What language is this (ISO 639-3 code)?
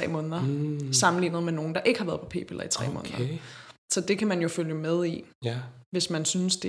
dan